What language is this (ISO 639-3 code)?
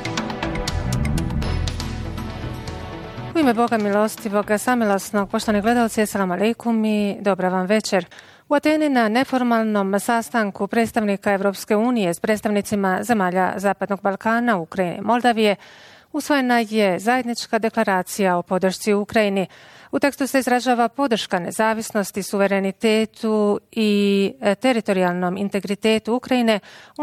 bos